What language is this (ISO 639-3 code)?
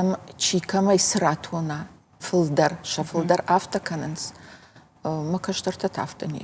oss